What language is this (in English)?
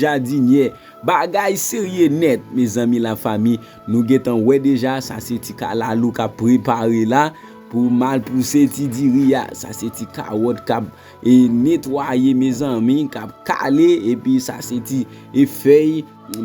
Haitian Creole